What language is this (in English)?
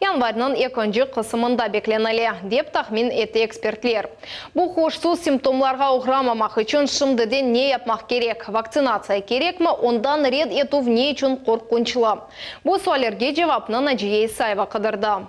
Crimean Tatar